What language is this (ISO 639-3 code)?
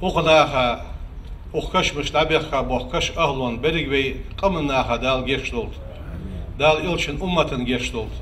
inh